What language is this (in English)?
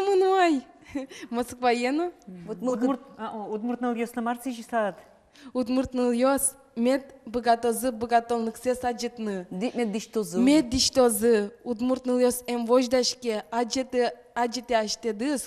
Udmurt